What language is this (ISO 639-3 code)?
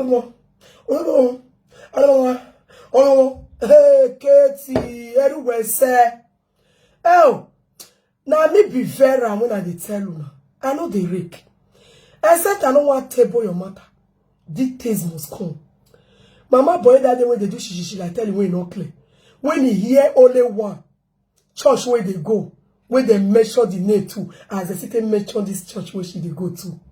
pcm